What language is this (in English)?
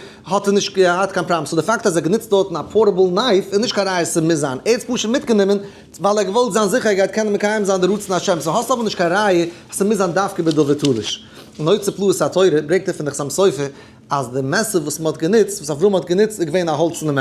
Yiddish